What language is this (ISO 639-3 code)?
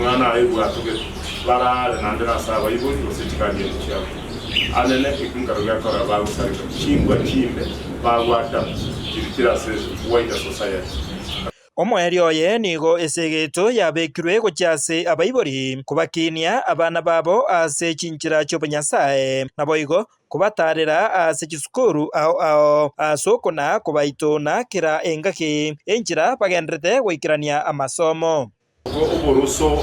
guz